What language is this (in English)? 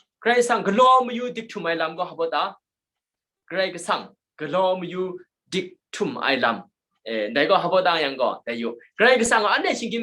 Kachin